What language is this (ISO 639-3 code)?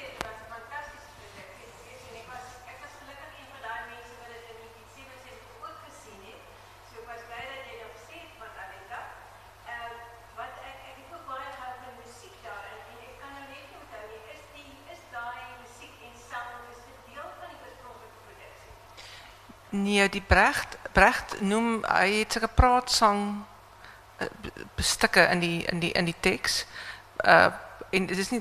afr